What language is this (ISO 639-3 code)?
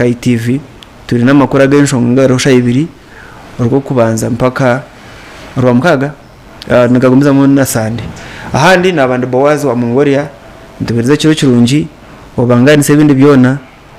nyn